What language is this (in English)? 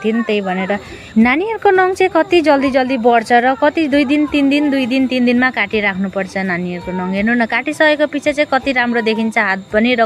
Nepali